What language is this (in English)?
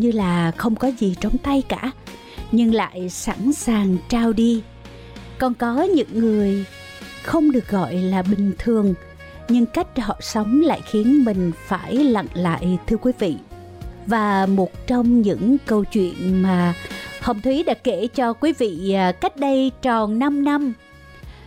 Vietnamese